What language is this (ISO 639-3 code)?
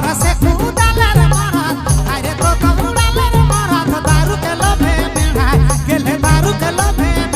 sck